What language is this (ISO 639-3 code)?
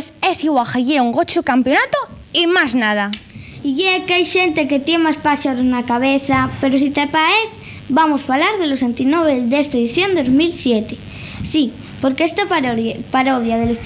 ast